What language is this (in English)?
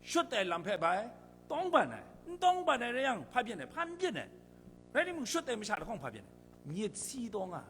Kachin